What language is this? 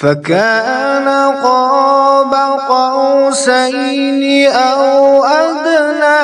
Kashmiri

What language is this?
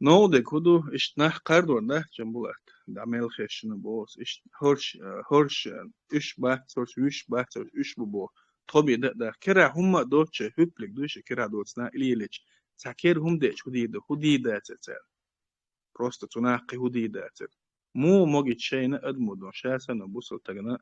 Chechen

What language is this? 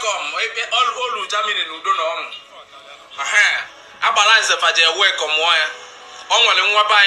Igbo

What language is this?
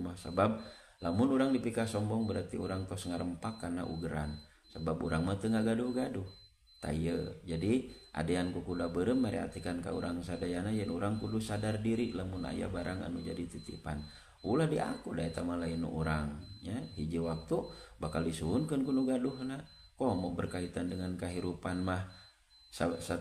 Sundanese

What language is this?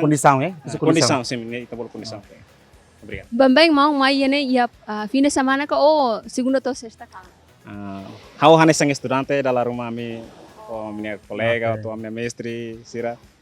Tetum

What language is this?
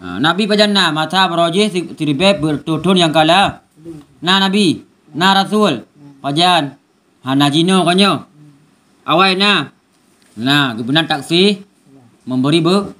Achinese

